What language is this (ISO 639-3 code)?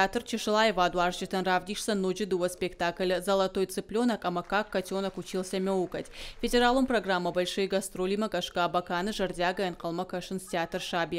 oss